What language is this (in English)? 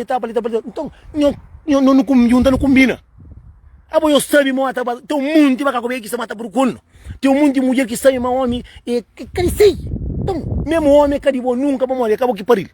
Kabuverdianu